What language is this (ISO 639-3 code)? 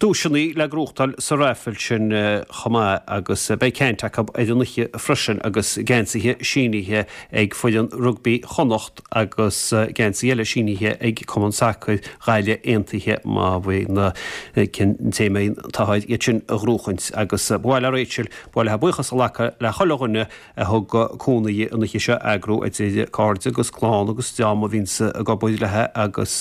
gle